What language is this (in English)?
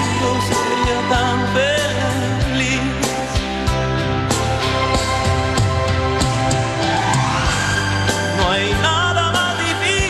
Spanish